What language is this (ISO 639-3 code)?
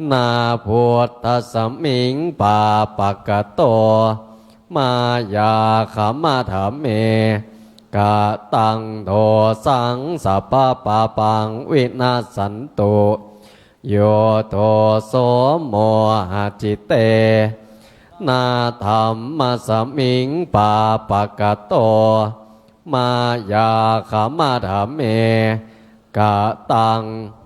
pli